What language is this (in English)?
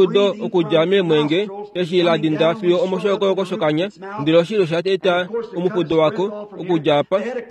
Kuanyama